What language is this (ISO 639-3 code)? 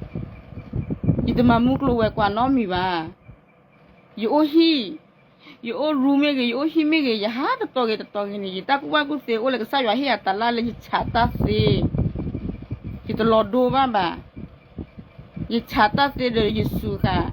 ksw